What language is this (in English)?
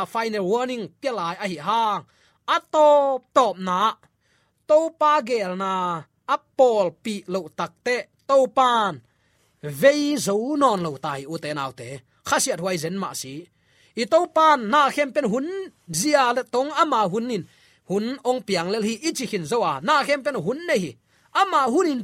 Tedim Chin